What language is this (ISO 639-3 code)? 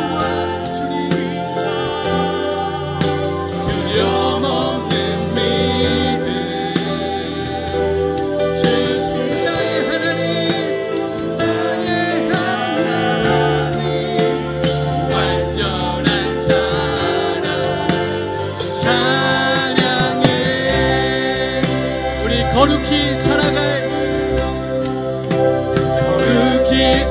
kor